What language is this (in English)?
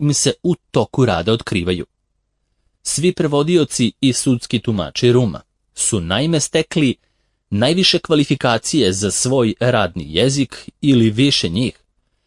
Serbian